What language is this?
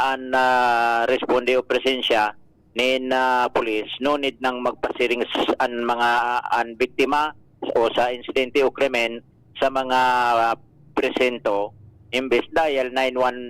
Bikol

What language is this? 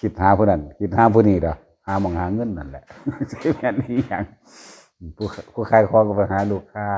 Northeastern Thai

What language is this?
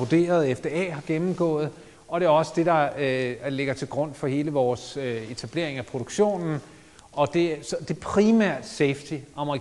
Danish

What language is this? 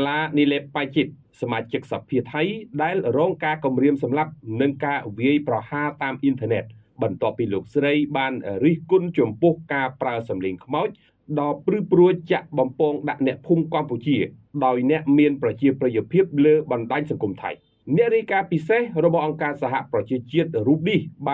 Khmer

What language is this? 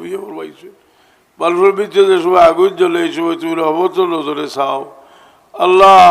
Sylheti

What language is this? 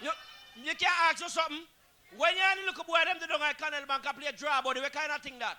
Jamaican Creole English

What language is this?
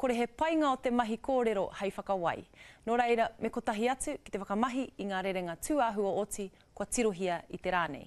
Māori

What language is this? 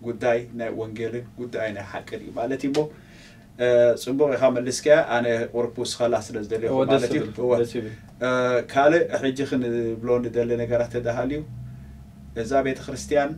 Tigrinya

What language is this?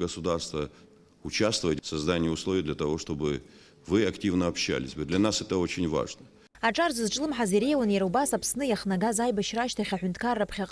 Abkhazian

